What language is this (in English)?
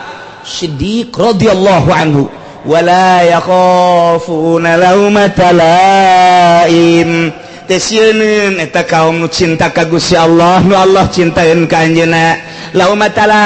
Sundanese